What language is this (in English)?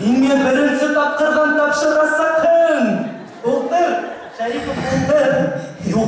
Bashkir